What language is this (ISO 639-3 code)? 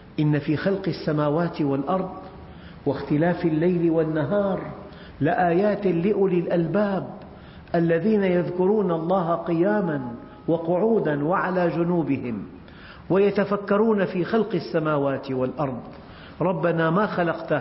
ara